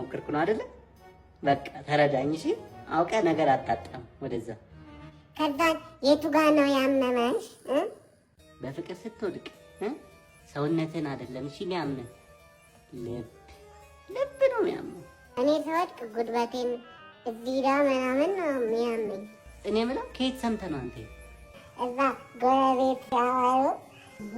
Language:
Amharic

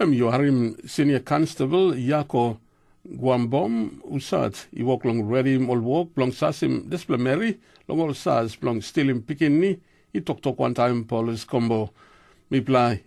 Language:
Tok Pisin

